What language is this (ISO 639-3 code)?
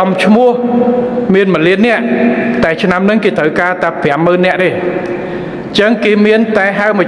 khm